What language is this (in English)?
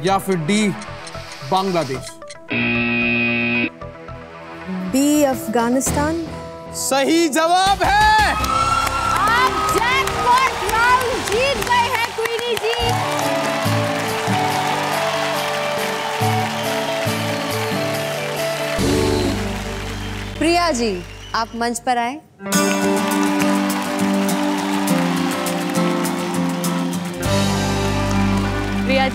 Hindi